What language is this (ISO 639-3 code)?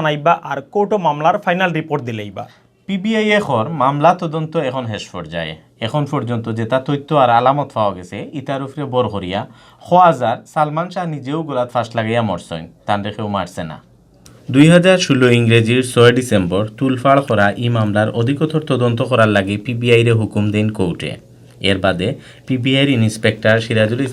syl